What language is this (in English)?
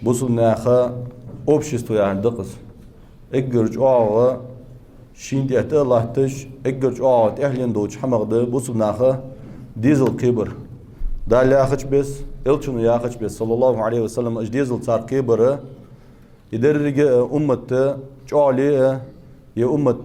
Ingush